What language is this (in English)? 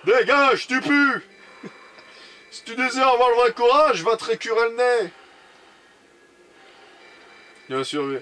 French